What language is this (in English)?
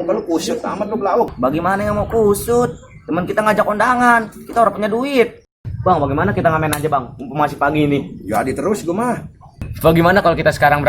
Betawi